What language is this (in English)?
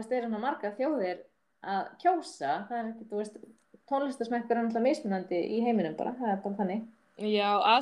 Icelandic